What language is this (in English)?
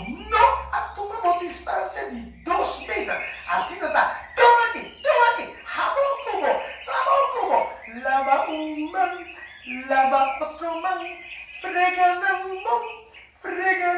Papiamento